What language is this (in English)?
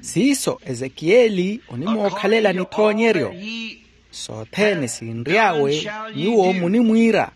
Makhuwa